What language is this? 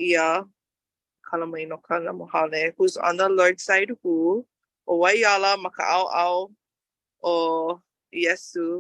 Hawaiian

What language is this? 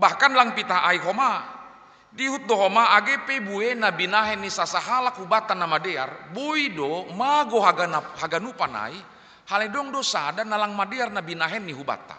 Batak Simalungun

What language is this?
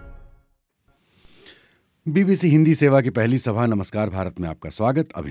Hindi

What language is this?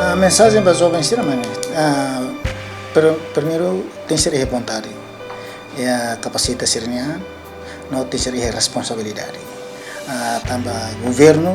Tetum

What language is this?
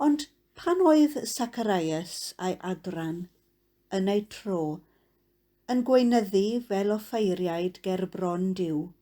Welsh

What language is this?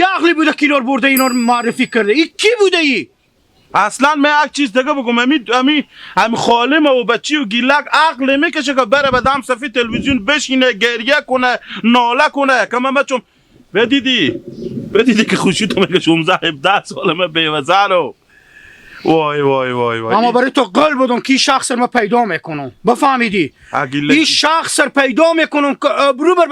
Hazaragi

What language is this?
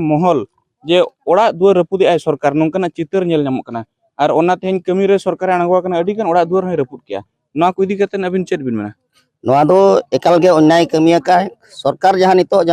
Santali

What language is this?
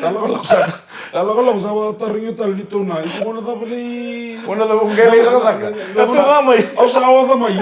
Fijian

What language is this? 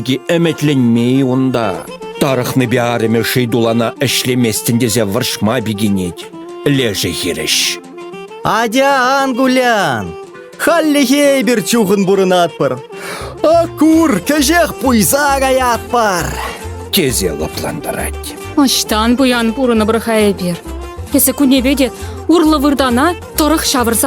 Chuvash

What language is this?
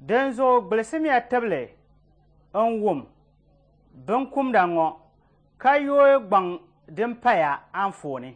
Dagbani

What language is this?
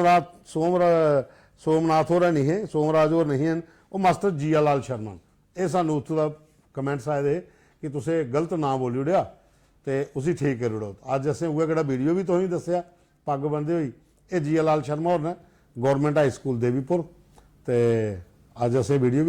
Dogri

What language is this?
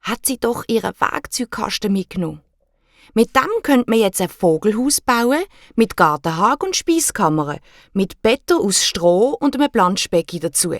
Swiss German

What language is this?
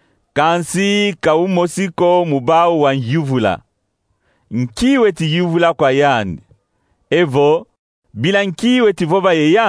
Kongo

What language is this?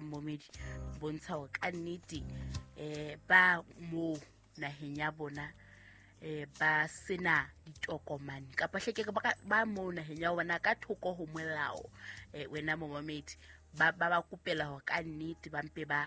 Southern Sotho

